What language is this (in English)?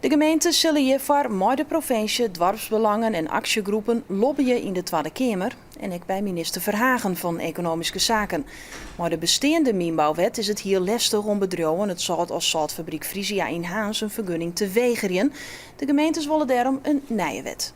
Western Frisian